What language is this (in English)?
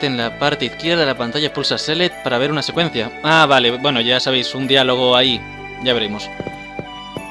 Spanish